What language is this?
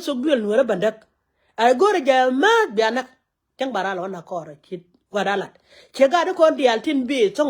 Nuer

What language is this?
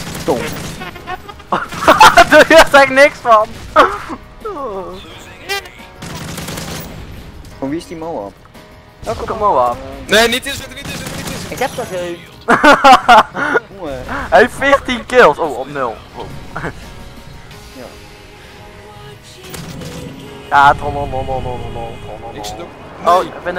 Dutch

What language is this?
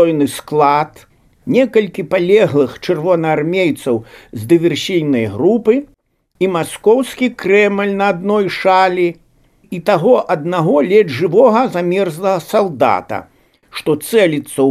Belarusian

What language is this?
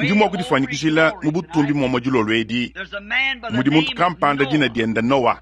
Luba-Lulua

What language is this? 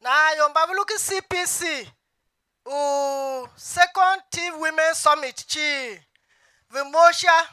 Tiv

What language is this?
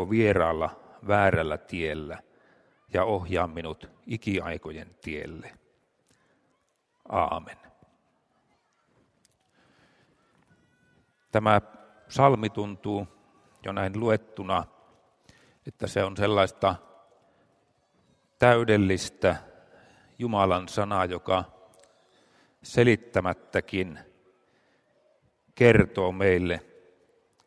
Finnish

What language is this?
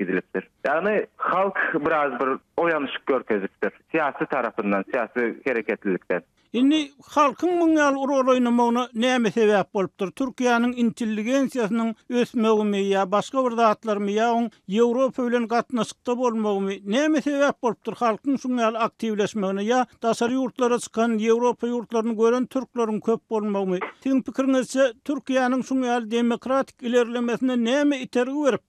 Turkmen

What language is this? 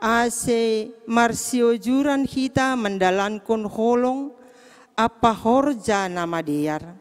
Batak Simalungun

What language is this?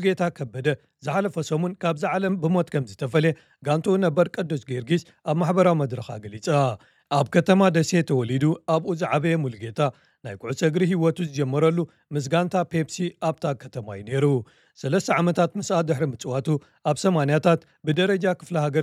Tigrinya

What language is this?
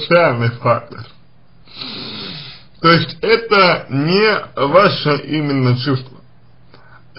Russian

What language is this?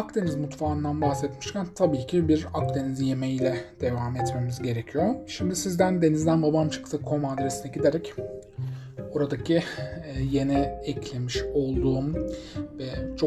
Turkish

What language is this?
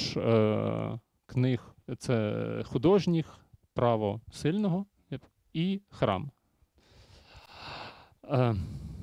Ukrainian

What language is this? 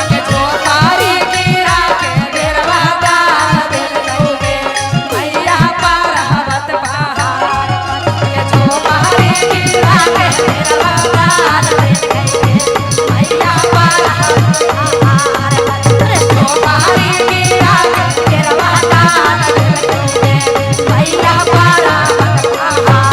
Magahi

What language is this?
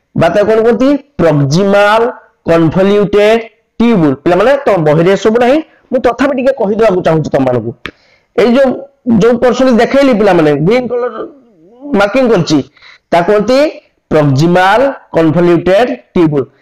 Odia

